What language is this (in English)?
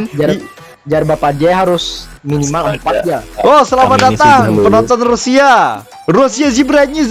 Banjar